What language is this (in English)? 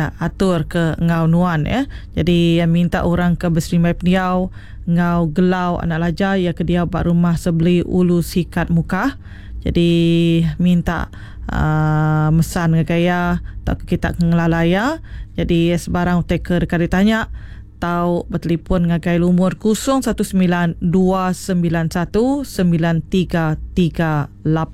Iban